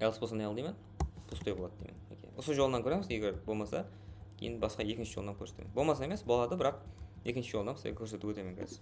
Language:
Kara-Kalpak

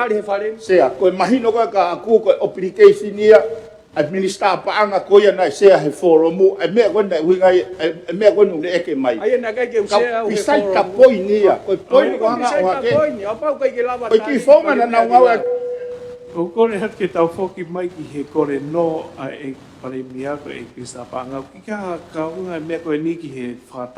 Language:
Tongan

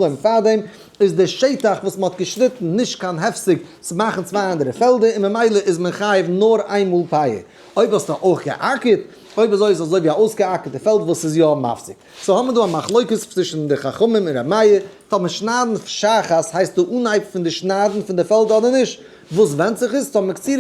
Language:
Yiddish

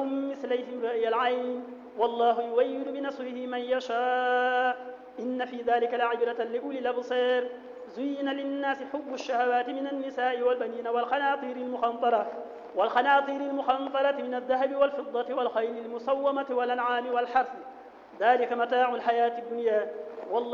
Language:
Arabic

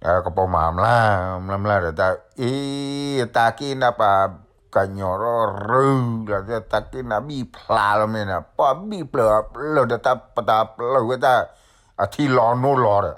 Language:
S'gaw Karen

